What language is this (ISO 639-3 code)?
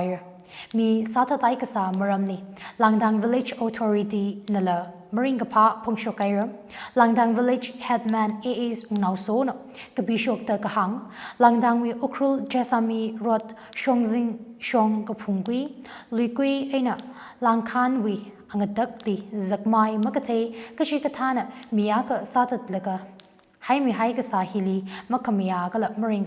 nmf